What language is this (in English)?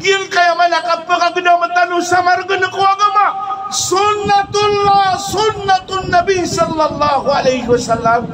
Maranao